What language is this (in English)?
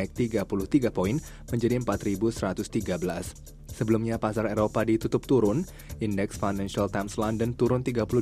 Indonesian